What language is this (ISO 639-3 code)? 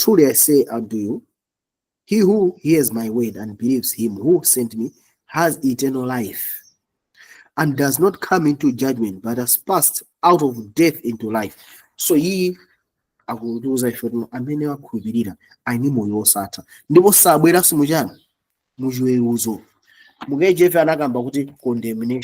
nya